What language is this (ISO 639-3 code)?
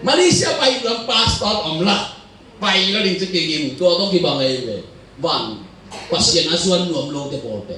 ctd